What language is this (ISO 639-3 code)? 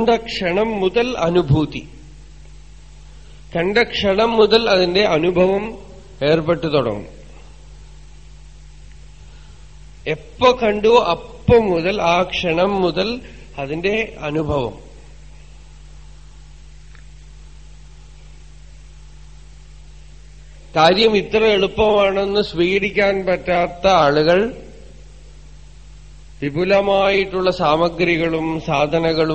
mal